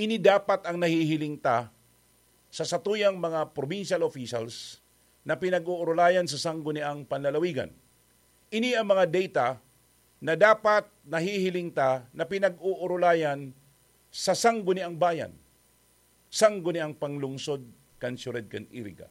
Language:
Bikol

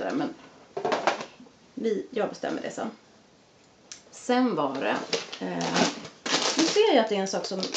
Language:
Swedish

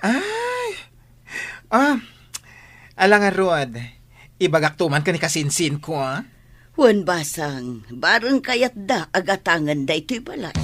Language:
Iloko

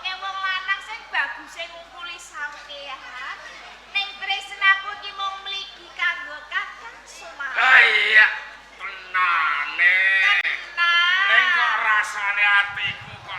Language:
Javanese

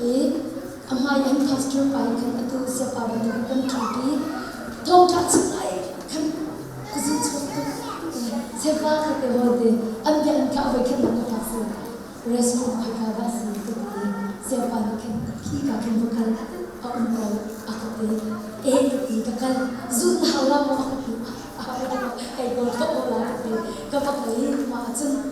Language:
Hakha Chin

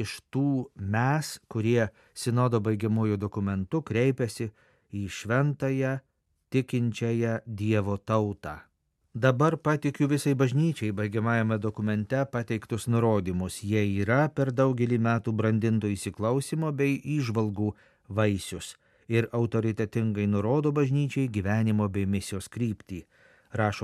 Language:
Lithuanian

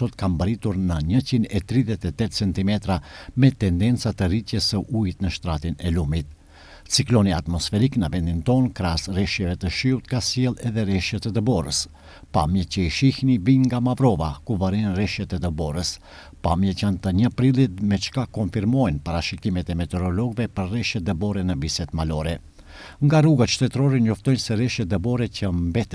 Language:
Albanian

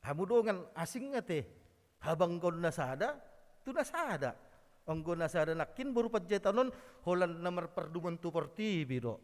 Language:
Batak Toba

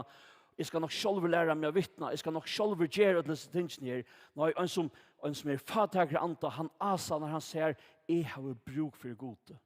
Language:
Faroese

